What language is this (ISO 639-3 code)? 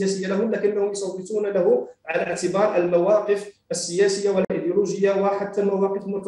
ara